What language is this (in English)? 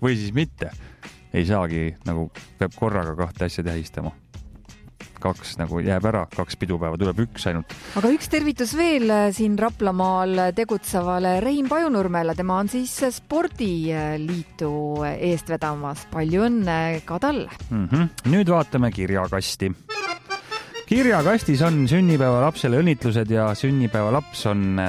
Estonian